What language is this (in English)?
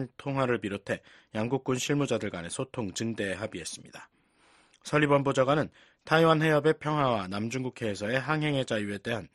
Korean